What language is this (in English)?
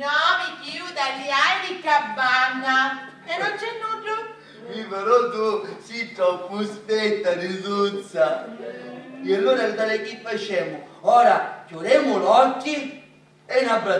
Sicilian